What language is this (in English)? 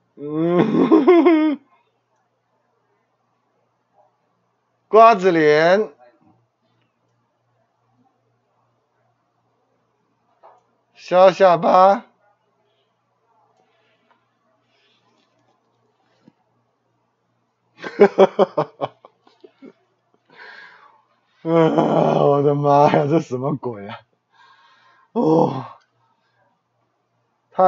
Chinese